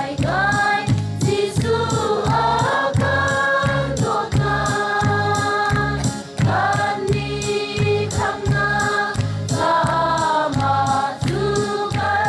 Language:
Hakha Chin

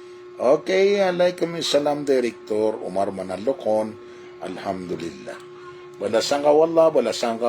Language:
Maranao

